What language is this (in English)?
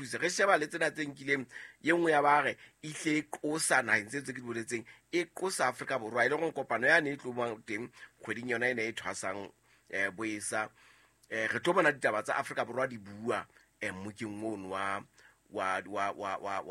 Southern Sotho